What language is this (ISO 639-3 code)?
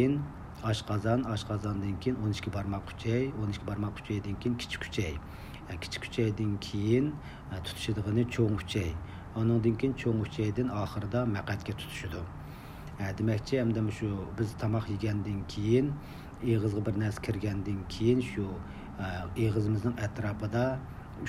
uig